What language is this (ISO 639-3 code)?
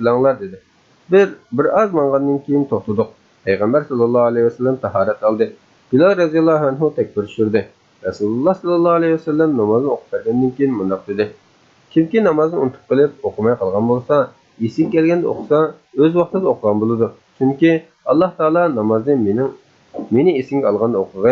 uig